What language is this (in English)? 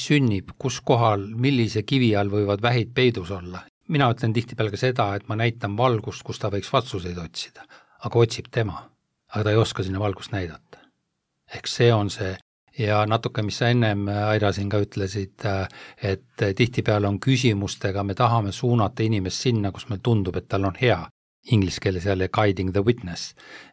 Estonian